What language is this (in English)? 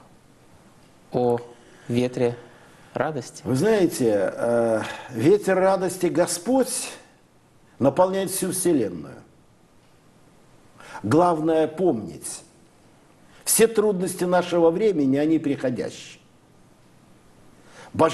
Russian